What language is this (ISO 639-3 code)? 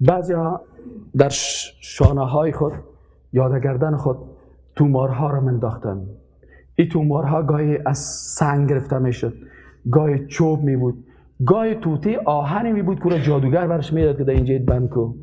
fas